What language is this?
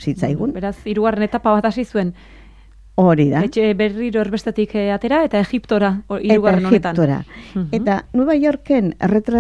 Basque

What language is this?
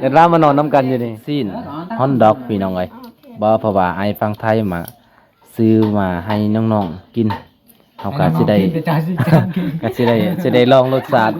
Lao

